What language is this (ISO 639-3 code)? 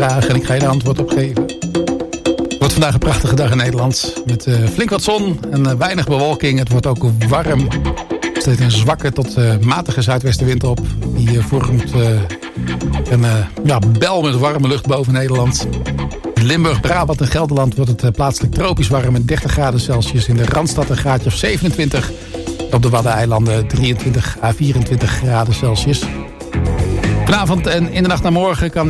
nld